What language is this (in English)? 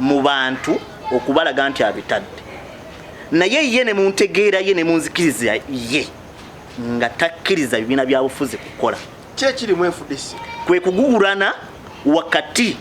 Ganda